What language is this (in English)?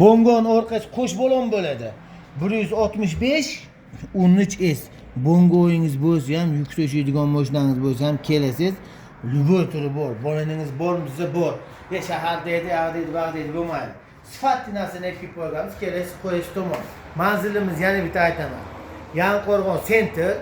Uzbek